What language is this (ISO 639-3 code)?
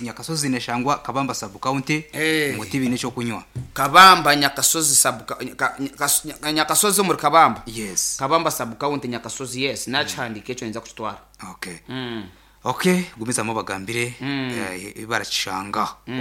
nyn